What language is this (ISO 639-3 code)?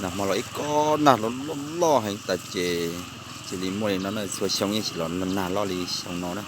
hmn